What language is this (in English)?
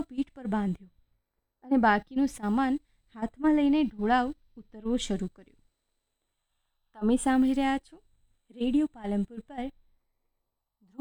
Gujarati